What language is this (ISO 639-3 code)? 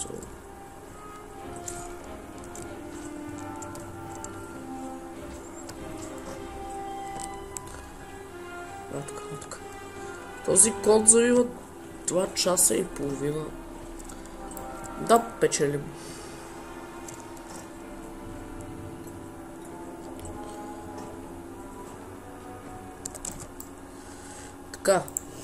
bul